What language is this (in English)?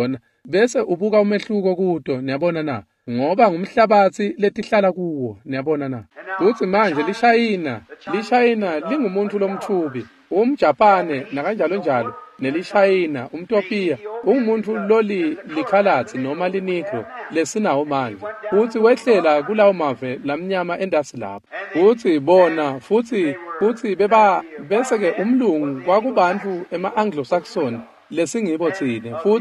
Swati